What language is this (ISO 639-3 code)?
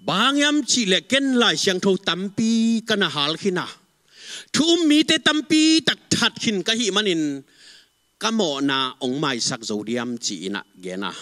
ctd